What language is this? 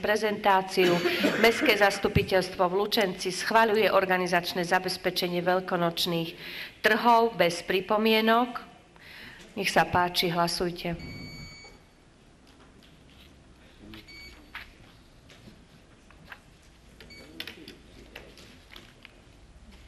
Slovak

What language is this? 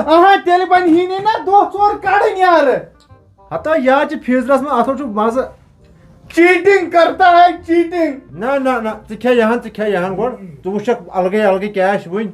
Kashmiri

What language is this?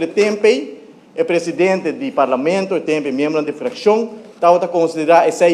Papiamento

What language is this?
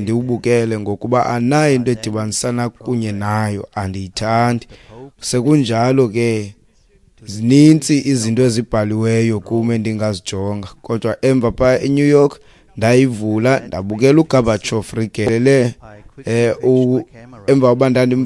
Xhosa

